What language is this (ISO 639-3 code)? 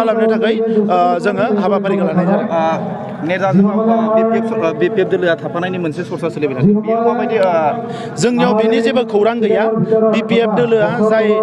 brx